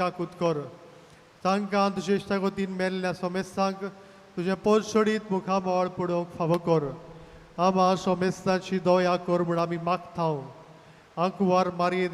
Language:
Konkani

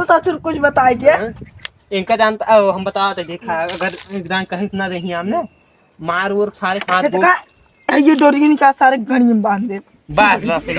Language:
Awadhi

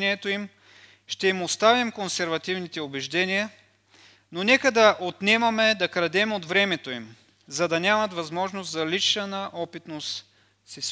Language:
Bulgarian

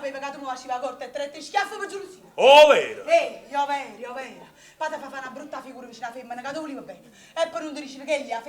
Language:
Neapolitan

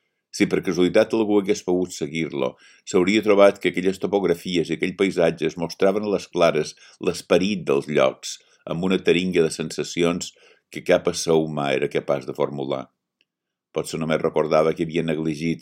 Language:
Catalan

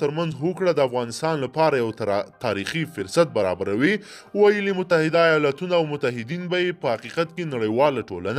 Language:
Pashto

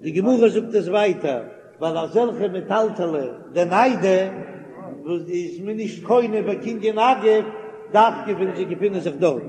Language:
Yiddish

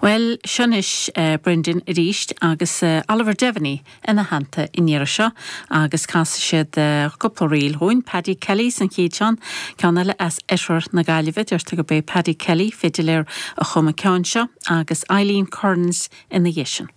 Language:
Irish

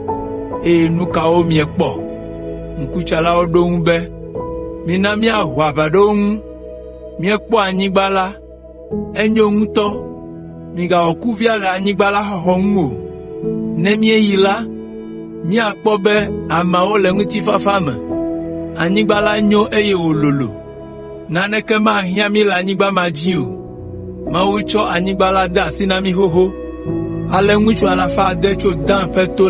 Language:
Ewe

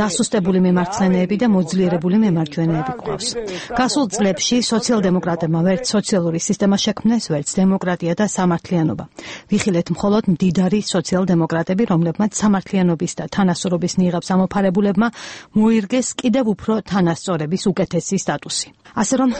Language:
Georgian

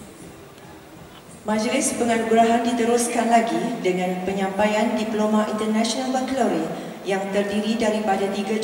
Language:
Malay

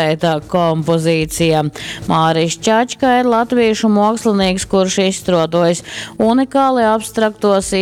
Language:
Latgalian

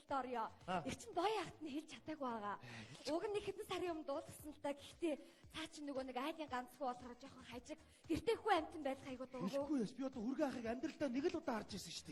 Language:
Mongolian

